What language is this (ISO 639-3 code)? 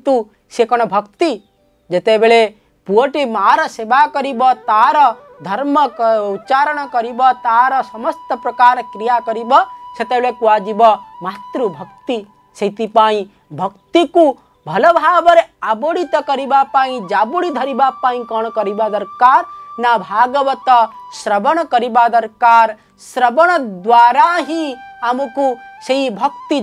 ori